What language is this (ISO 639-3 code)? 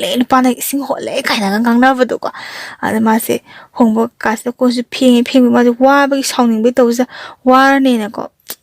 mni